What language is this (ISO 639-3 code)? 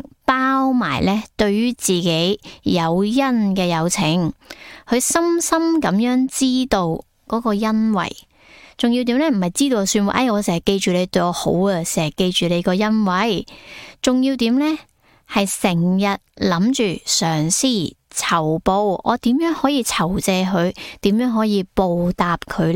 yue